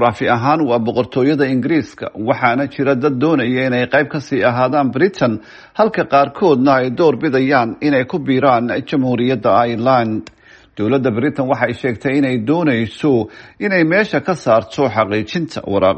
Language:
Somali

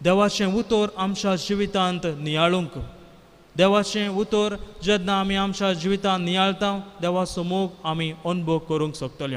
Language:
Konkani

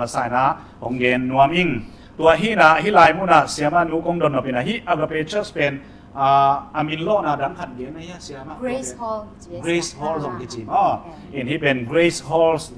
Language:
Tedim Chin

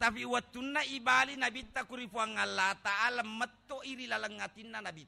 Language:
Buginese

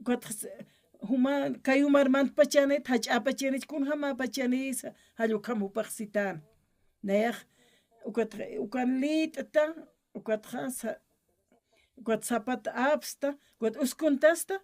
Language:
Aymara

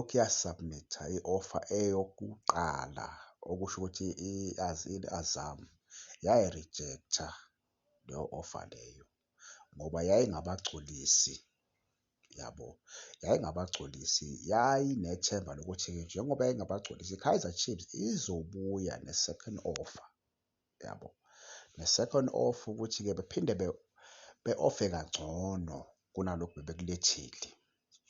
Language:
Zulu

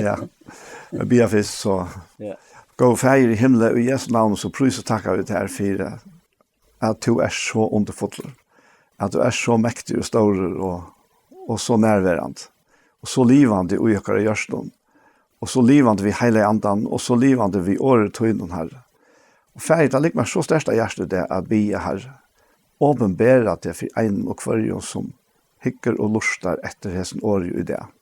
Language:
Faroese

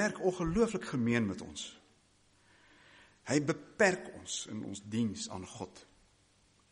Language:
Afrikaans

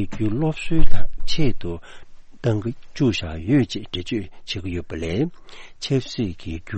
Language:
Tibetan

